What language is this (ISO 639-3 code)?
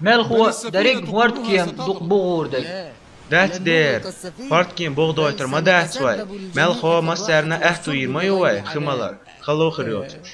che